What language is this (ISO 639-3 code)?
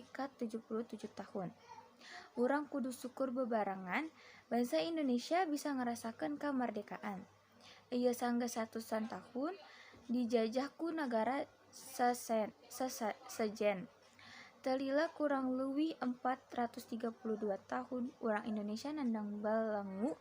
sun